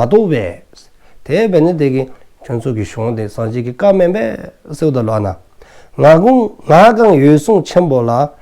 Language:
Dzongkha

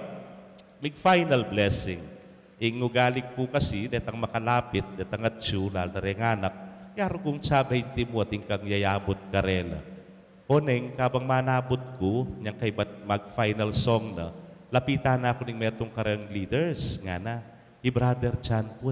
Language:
Pampanga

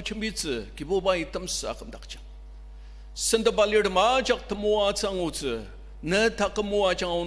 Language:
Ao Naga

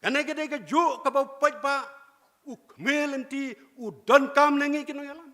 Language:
Khasi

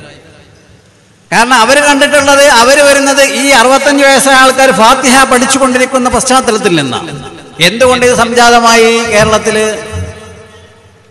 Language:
Malayalam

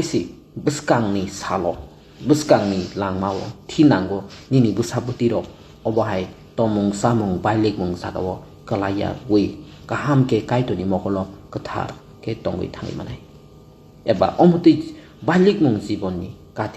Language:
Kok Borok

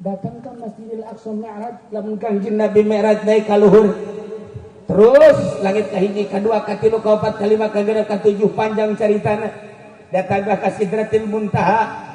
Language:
Sundanese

